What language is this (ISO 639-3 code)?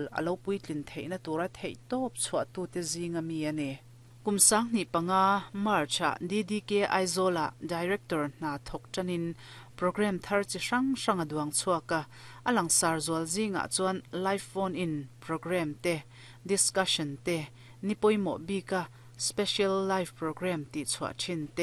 lus